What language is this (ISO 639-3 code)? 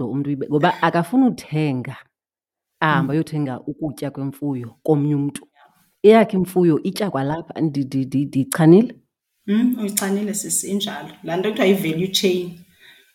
xho